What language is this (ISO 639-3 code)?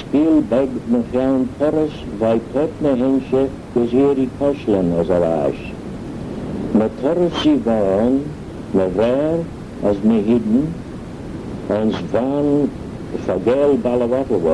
glv